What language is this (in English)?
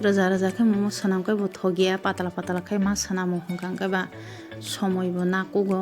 Kok Borok